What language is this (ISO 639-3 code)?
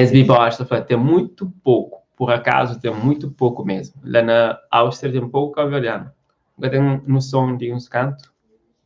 kea